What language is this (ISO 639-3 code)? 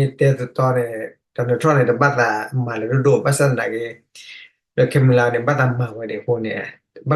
ksw